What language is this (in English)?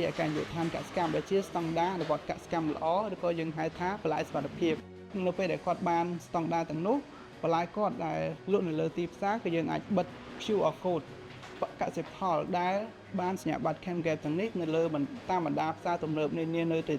Khmer